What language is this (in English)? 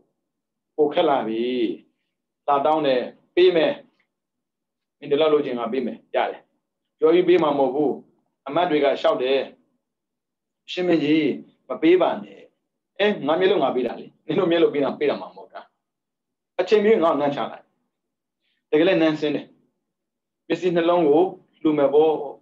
Burmese